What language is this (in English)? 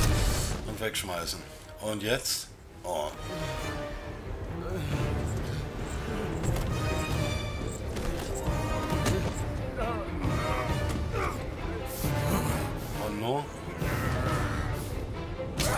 German